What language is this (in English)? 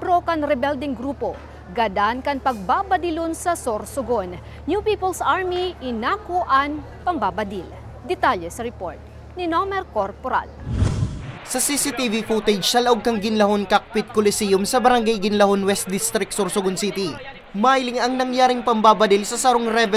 Bikol